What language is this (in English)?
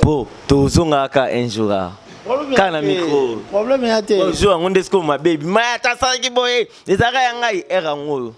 Lingala